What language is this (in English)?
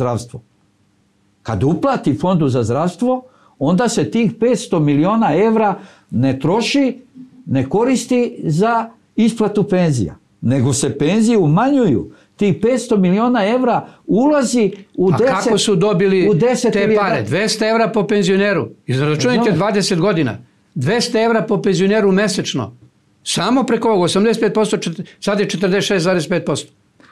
Serbian